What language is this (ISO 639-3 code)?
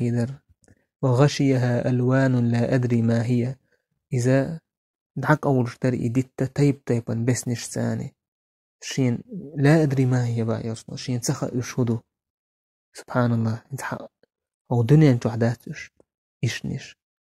che